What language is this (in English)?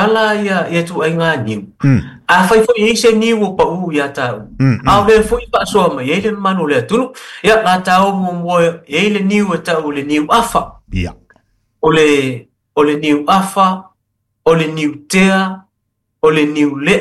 Samoan